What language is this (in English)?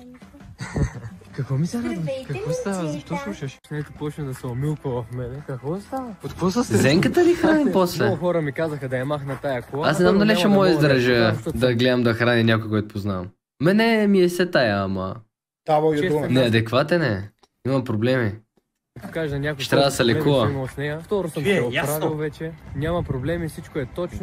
Bulgarian